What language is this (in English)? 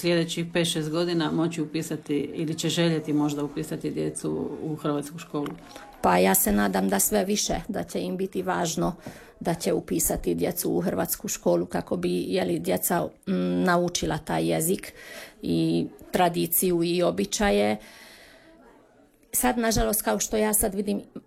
Croatian